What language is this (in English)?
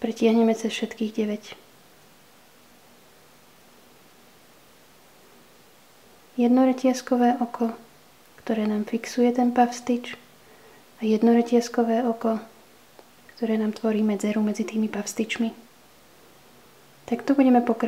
Slovak